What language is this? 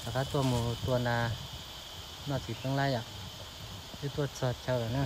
Hmong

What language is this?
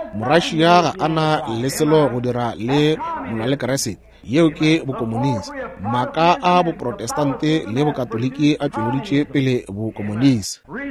Northern Sotho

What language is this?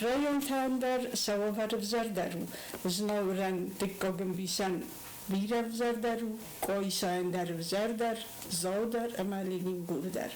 Ossetic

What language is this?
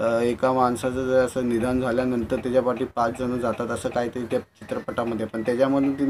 Marathi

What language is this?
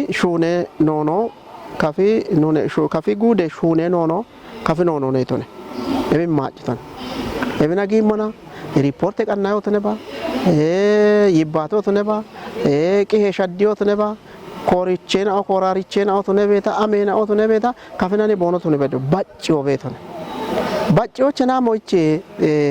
Kafa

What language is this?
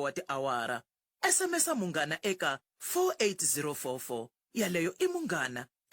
Tsonga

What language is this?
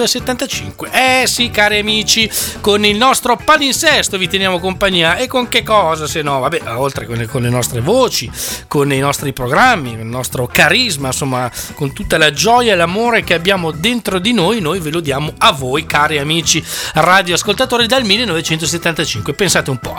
Italian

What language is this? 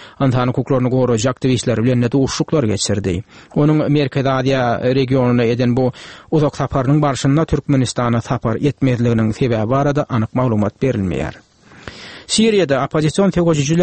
Turkmen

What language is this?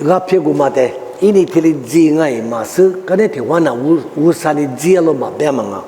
Lisu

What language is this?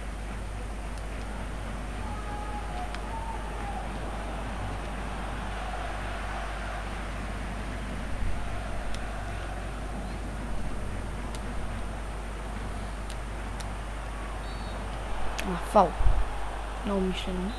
Bulgarian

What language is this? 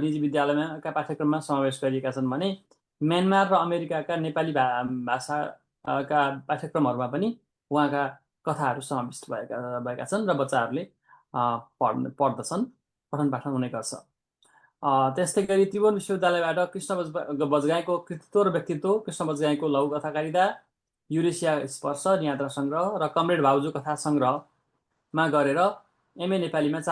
Nepali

